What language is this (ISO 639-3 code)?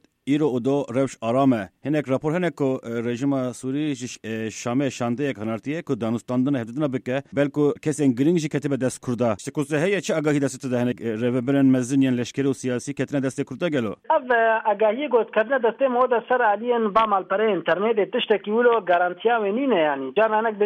kur